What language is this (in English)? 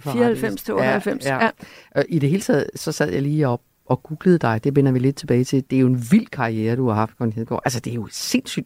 Danish